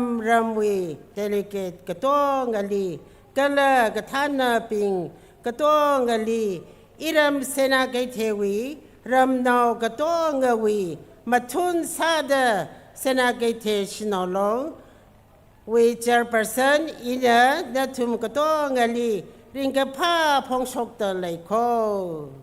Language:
Tangkhul Naga (India)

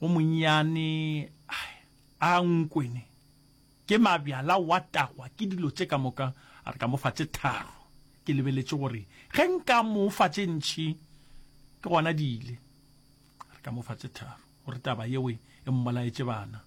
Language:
Northern Sotho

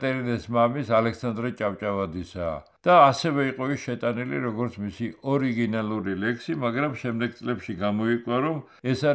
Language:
Georgian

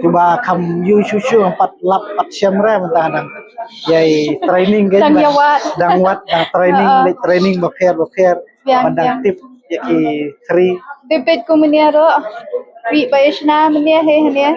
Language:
Khasi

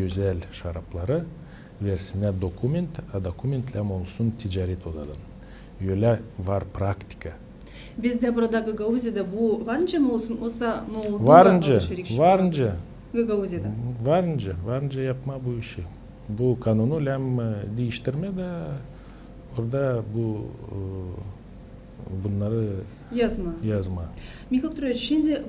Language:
Gagauz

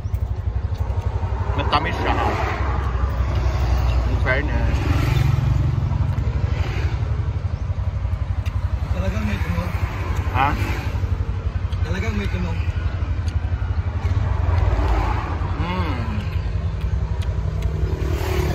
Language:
Filipino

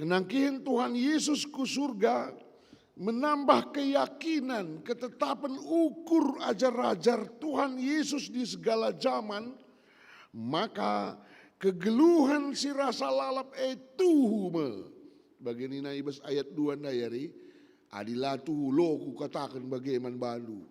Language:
Batak Karo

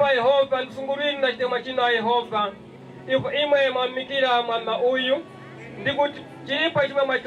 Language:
Nyanja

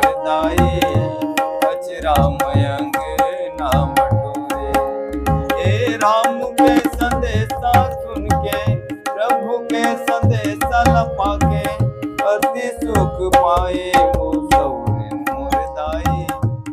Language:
Chhattisgarhi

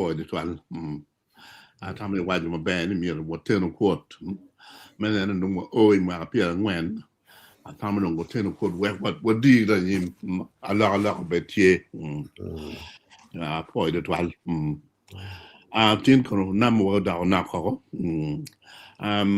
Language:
Acoli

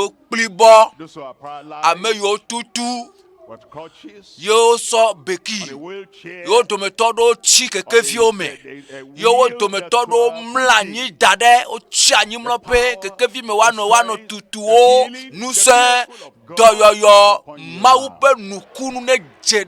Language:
Ewe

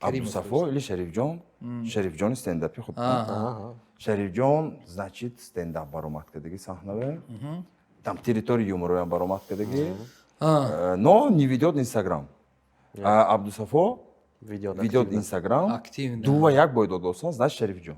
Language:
Tajik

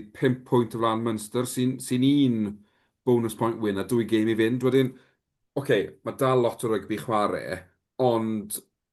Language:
Welsh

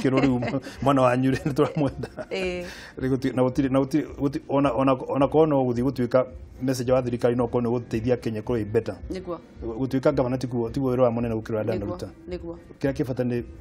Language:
Kikuyu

